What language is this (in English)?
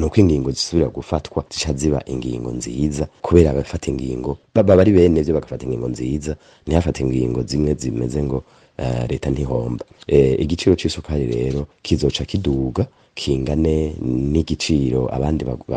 Rundi